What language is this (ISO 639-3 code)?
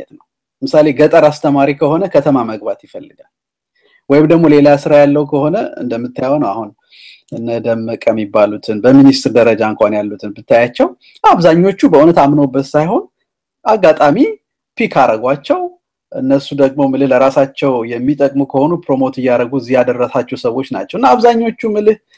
amh